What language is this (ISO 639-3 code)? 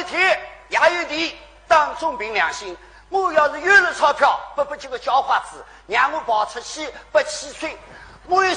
wuu